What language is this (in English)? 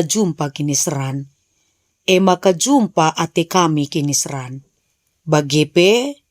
Batak Karo